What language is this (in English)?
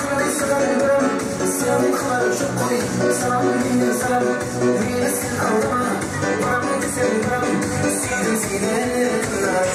Kara-Kalpak